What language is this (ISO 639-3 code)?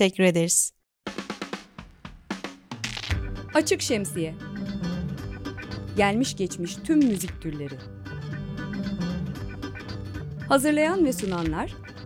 tur